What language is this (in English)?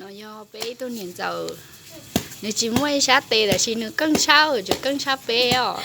Hmong